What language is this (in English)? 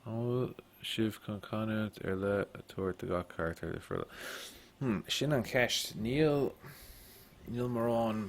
Irish